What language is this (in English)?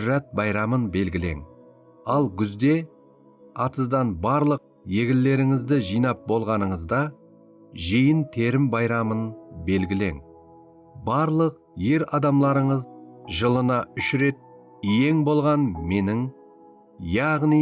Kara-Kalpak